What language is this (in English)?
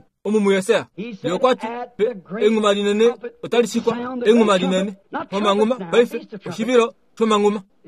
Kuanyama